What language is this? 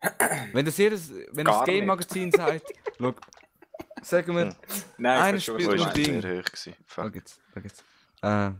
Swiss German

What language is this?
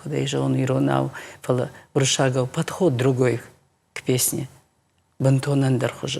Ossetic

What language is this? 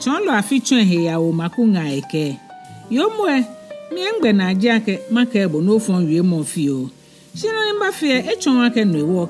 Ga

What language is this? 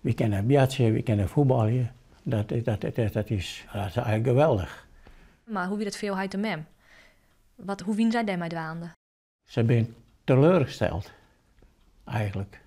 Western Frisian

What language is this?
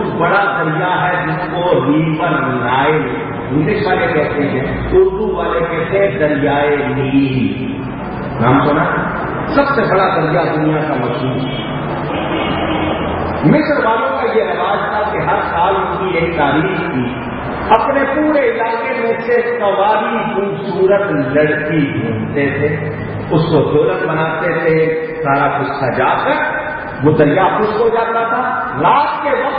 Urdu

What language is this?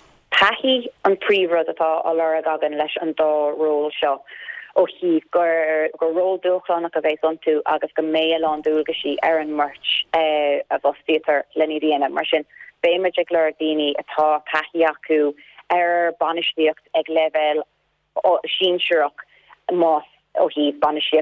Irish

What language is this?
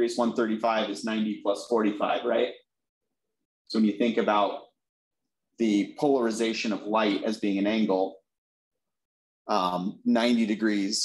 English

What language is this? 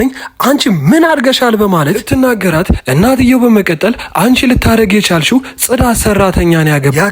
Amharic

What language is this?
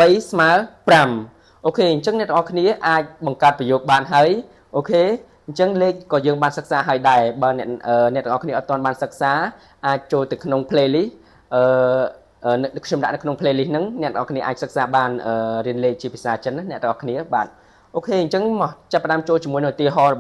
Khmer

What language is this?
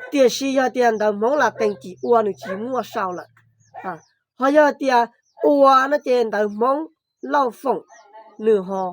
Hmong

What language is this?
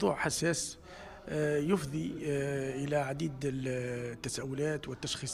Tunisian Arabic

